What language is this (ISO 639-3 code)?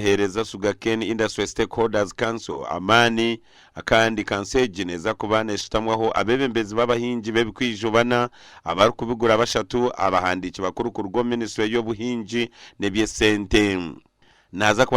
nyn